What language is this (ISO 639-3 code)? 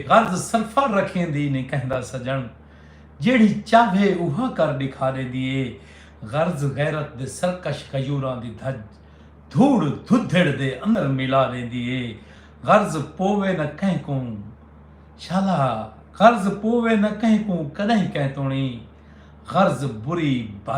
skr